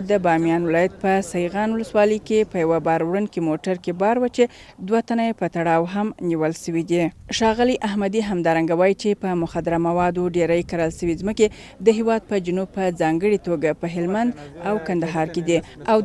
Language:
Pashto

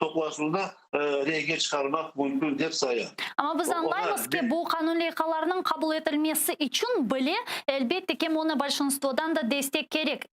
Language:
Crimean Tatar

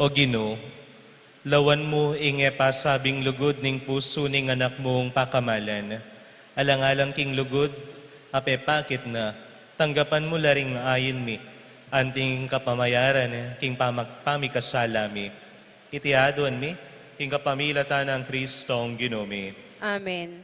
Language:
Pampanga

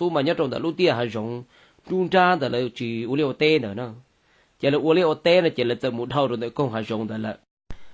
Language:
Hmong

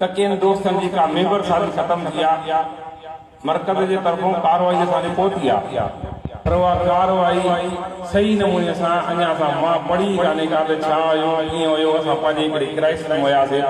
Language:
Sindhi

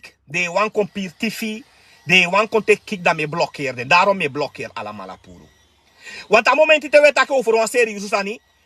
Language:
Sranan Tongo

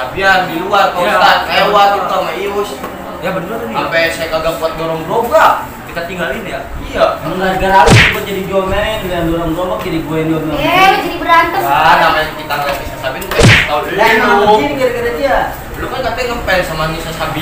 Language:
Betawi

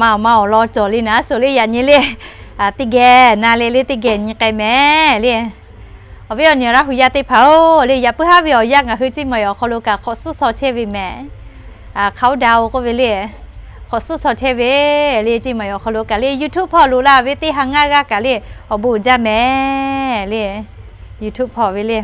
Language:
Lahu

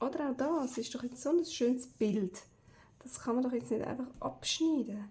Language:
Swiss German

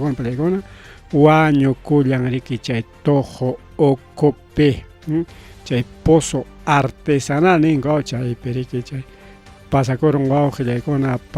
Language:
Ayacucho Quechua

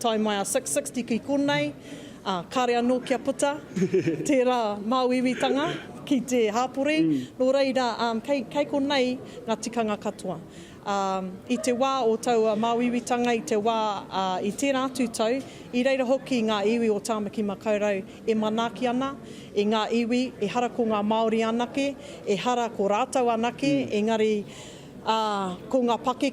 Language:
Māori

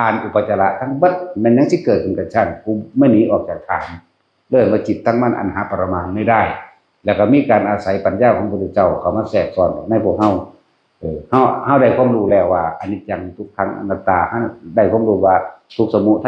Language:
Northeastern Thai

